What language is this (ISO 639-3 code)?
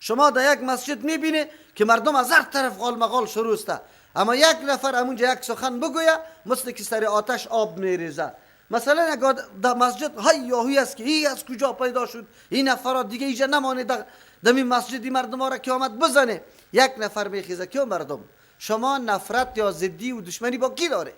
fas